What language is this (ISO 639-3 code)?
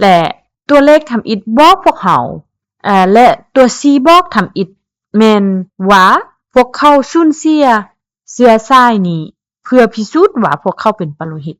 lao